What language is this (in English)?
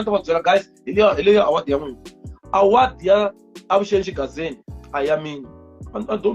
Tsonga